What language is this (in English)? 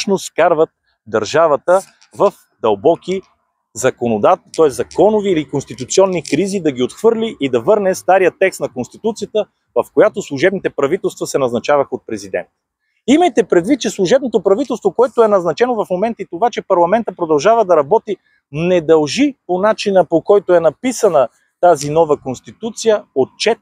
Bulgarian